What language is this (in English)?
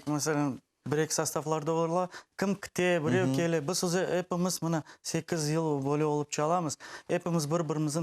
Crimean Tatar